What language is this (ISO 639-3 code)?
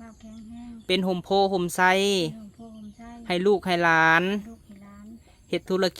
lao